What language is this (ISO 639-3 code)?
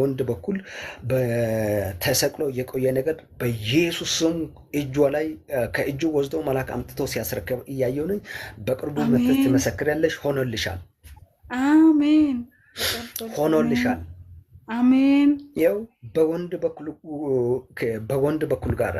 amh